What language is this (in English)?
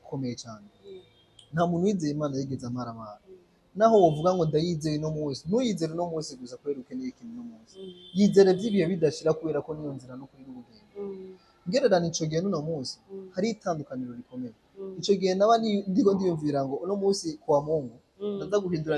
Rundi